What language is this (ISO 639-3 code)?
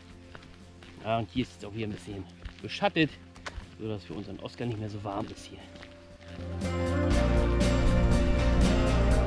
deu